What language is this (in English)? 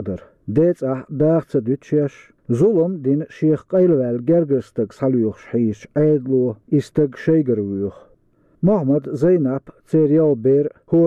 Chechen